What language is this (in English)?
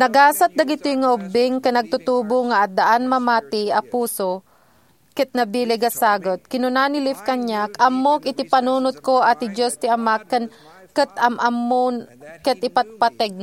Iloko